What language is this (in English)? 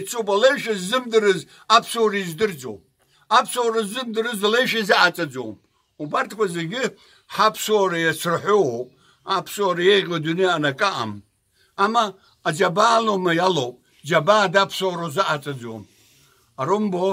Abkhazian